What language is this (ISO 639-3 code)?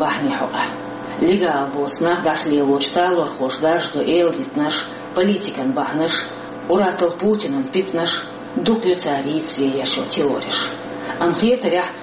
che